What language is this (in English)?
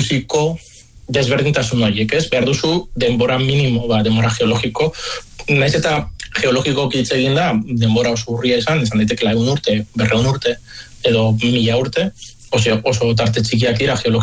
Basque